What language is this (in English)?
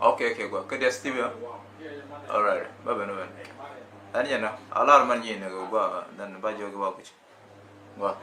Nuer